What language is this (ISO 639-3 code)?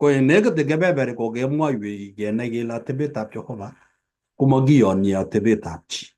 kln